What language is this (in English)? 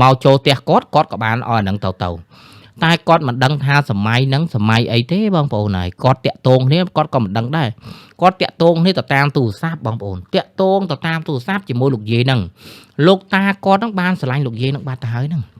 Khmer